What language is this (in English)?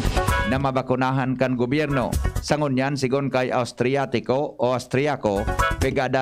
Bikol